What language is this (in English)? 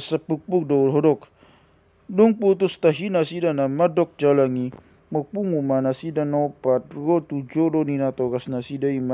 Batak Toba